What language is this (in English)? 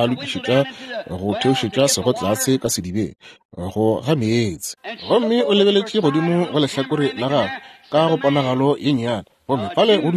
Northern Sotho